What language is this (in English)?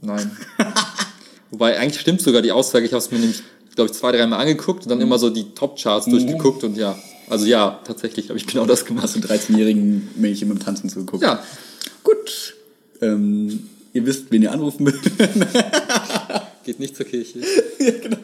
German